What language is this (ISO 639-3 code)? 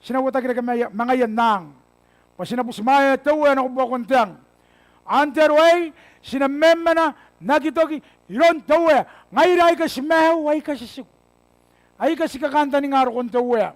gil